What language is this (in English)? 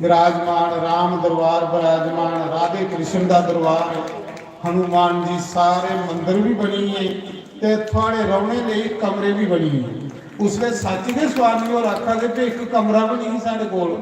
Dogri